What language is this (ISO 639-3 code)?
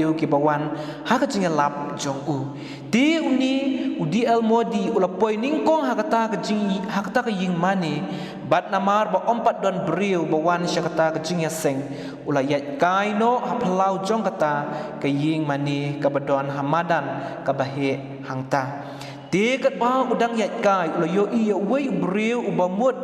kha